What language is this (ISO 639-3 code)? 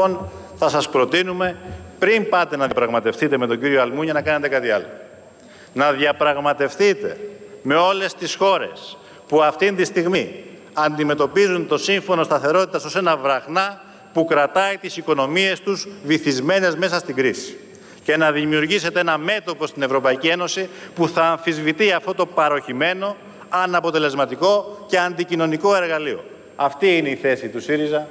ell